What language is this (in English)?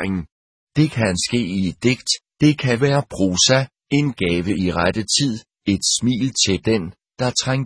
Danish